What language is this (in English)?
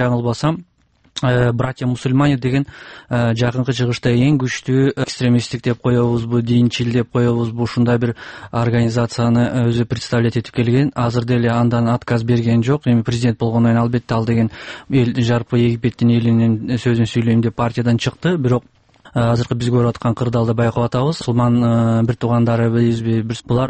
Kyrgyz